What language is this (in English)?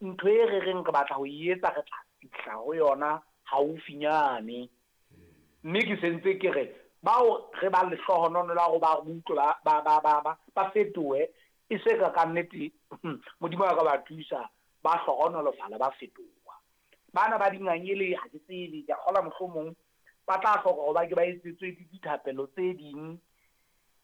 Southern Sotho